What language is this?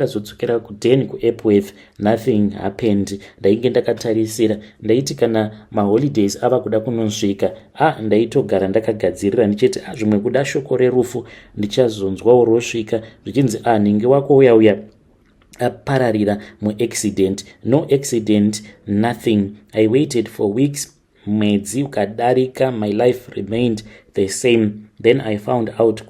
Shona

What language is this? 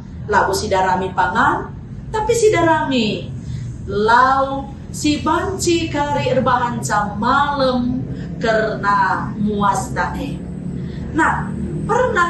Batak Karo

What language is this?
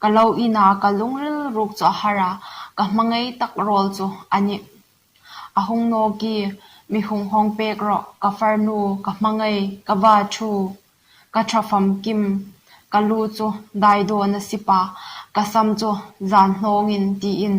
Hmar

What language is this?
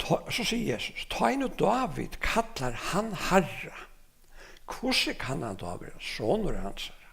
Faroese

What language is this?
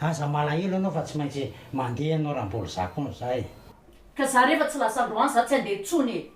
Malagasy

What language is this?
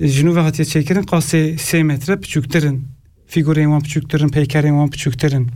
Kurdish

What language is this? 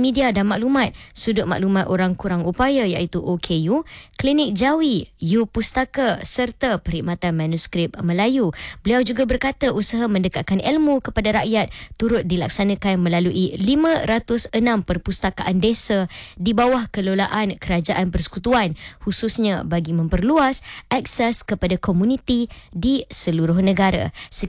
Malay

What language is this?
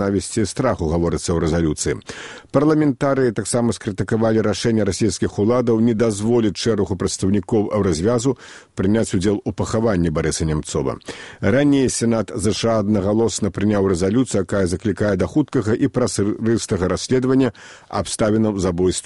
Belarusian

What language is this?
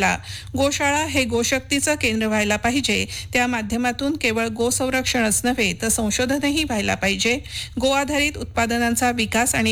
Marathi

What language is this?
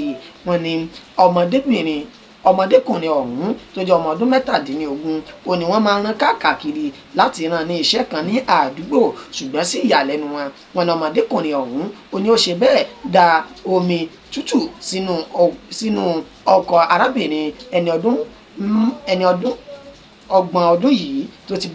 Yoruba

